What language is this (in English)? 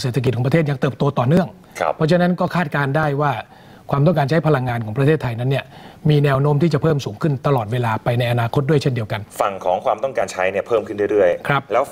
Thai